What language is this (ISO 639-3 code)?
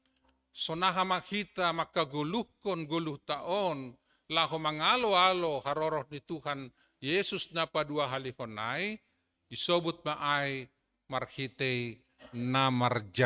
bts